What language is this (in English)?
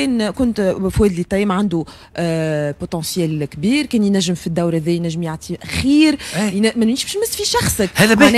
Tunisian Arabic